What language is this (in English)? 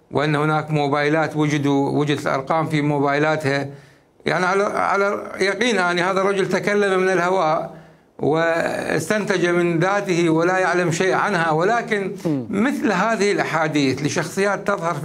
Mesopotamian Arabic